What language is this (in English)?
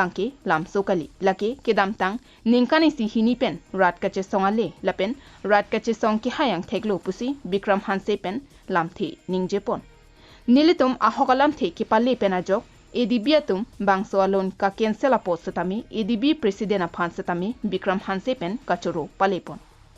Karbi